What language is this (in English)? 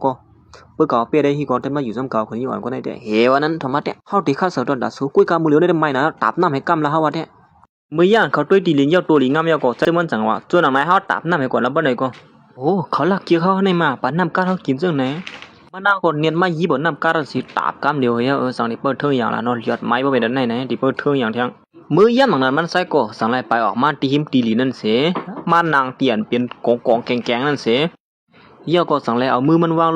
Shan